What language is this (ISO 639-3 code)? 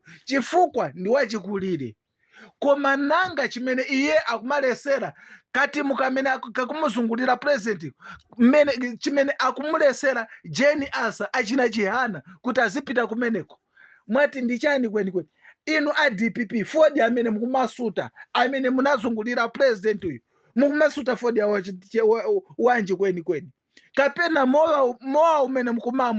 nya